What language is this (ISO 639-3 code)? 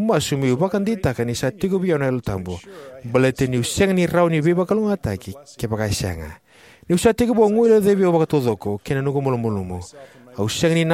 fij